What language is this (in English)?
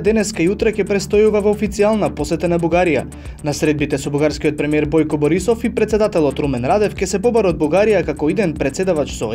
Macedonian